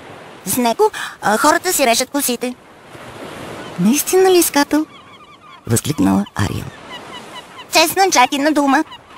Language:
Bulgarian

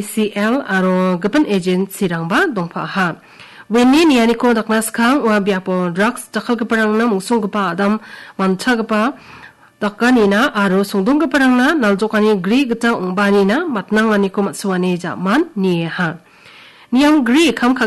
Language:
Garo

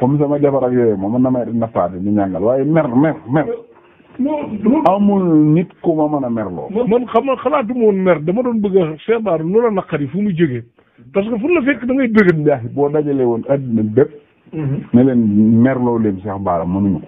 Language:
Wolof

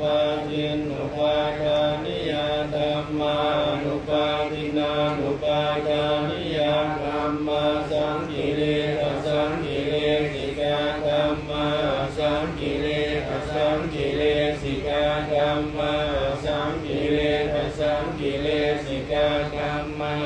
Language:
Pali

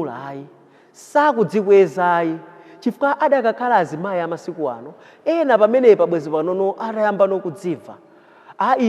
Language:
Nyanja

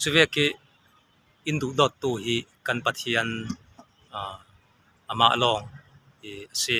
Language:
Falam Chin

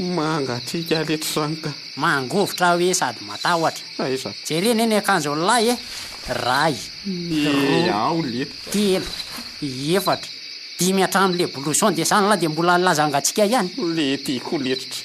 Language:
Malagasy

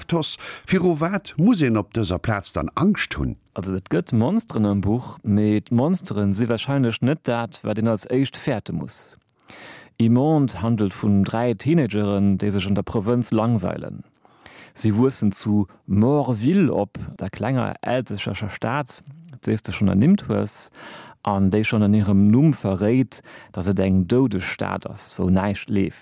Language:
Luxembourgish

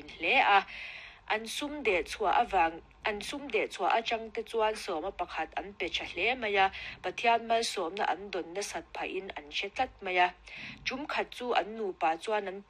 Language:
Mizo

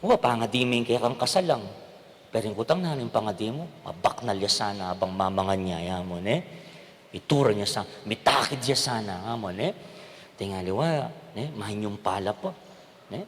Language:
Pampanga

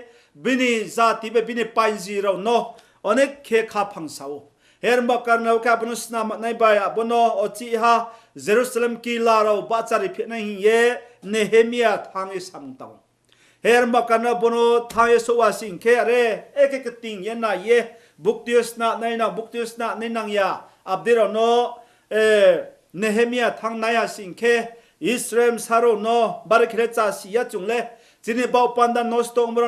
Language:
Riang (India)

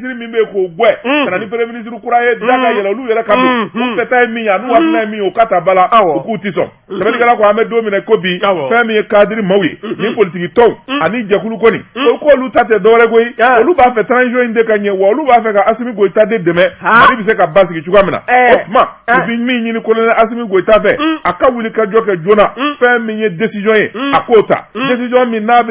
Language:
Bambara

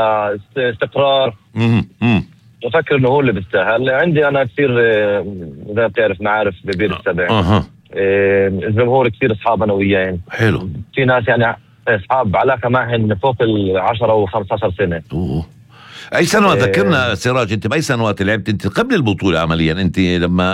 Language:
North Levantine Arabic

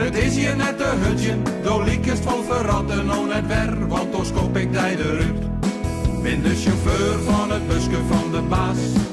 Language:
Western Frisian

